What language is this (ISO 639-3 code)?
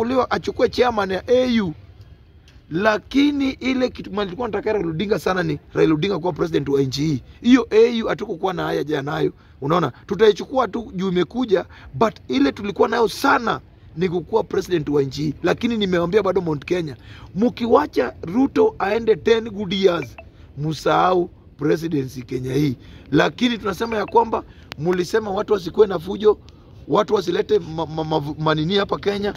swa